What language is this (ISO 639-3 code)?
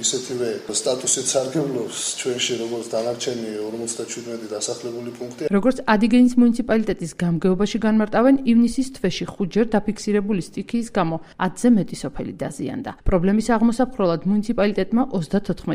kat